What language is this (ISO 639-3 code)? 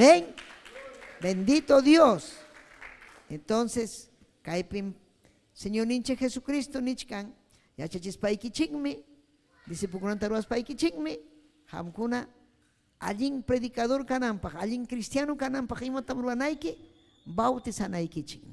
quy